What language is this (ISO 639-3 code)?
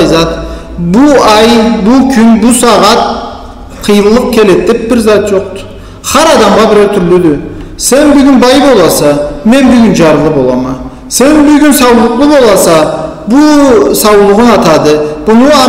krc